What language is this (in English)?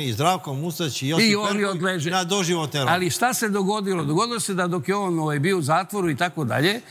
Serbian